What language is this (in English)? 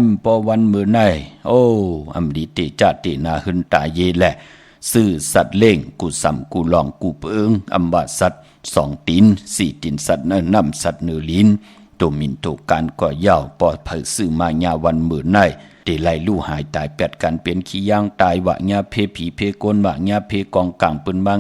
Shan